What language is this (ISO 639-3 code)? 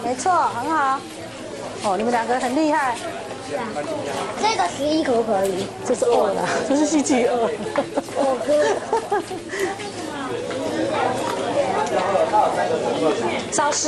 zho